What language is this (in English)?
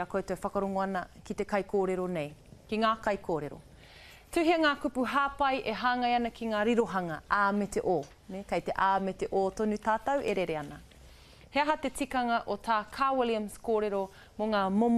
Māori